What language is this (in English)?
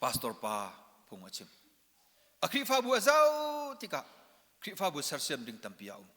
Hakha Chin